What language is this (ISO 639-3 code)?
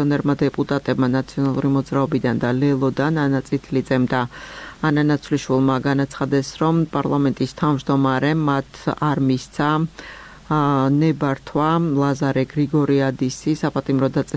kat